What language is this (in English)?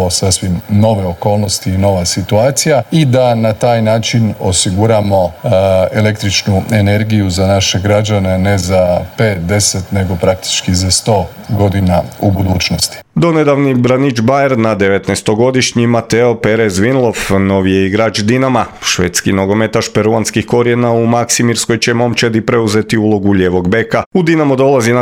Croatian